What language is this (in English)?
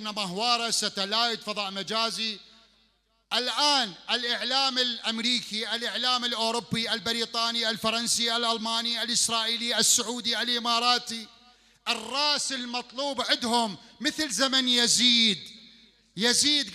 Mesopotamian Arabic